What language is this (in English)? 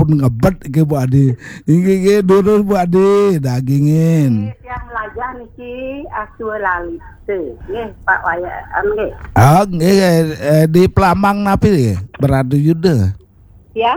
Balinese